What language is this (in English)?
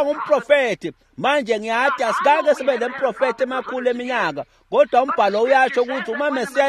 Swati